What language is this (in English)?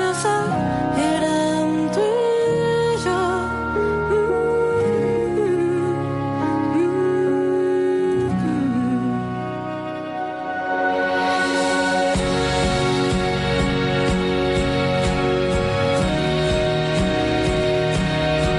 Catalan